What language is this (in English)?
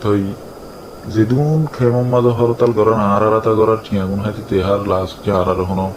Rohingya